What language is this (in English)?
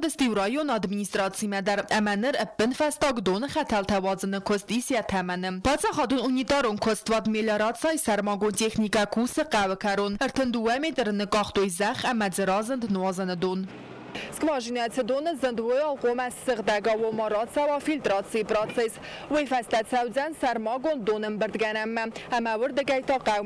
Ossetic